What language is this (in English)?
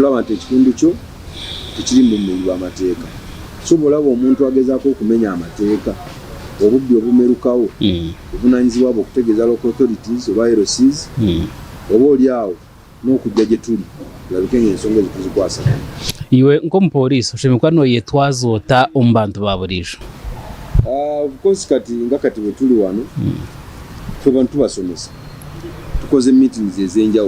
Nyankole